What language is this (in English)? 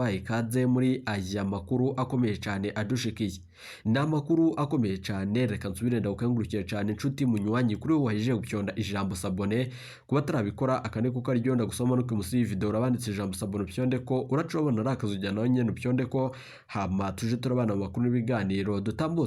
Rundi